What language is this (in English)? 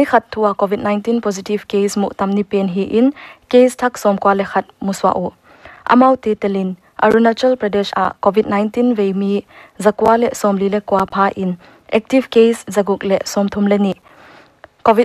Paite Chin